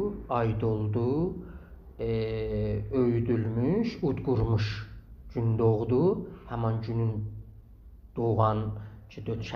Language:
South Azerbaijani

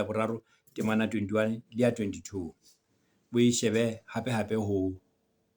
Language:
Southern Sotho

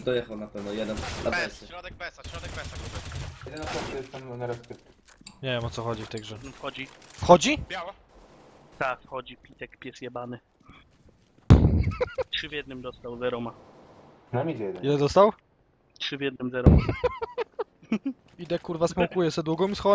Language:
Polish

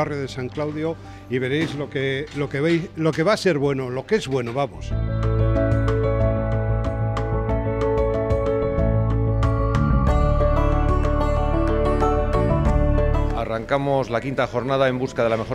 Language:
Spanish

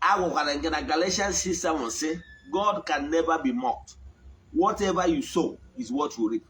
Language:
Igbo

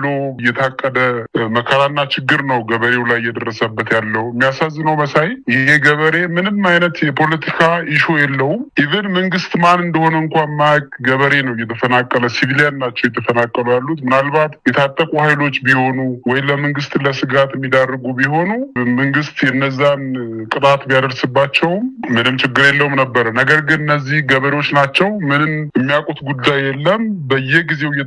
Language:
Amharic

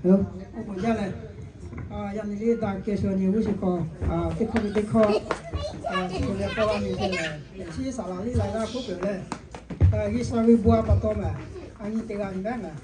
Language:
Lahu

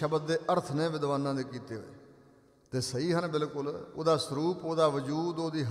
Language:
Punjabi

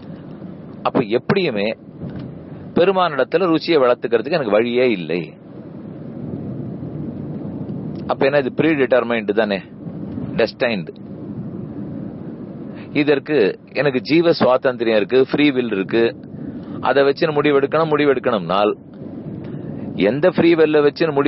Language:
Tamil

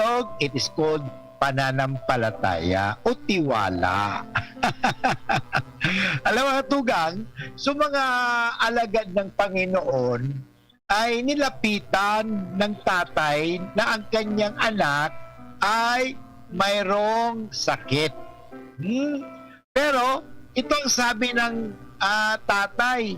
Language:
Bikol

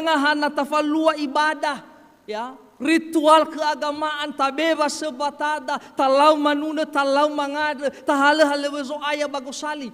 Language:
Nias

